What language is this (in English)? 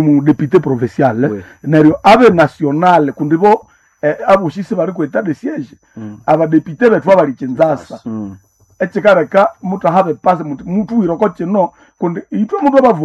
Nande